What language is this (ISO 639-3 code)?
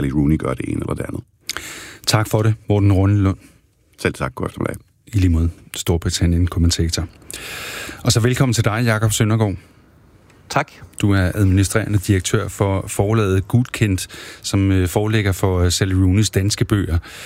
dan